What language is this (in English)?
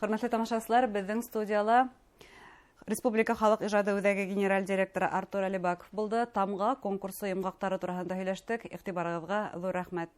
Bashkir